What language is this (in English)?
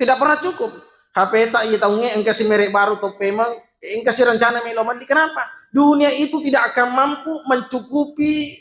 Buginese